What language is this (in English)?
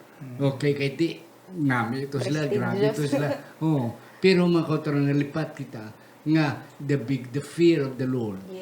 Hiligaynon